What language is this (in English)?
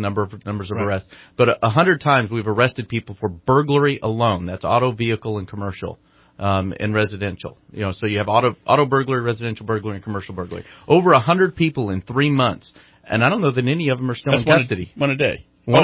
English